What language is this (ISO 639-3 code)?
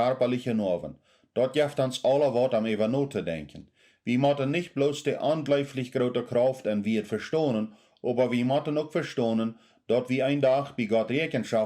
pdt